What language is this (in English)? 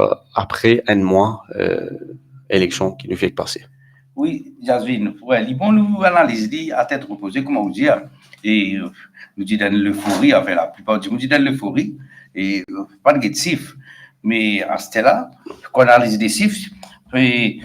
Morisyen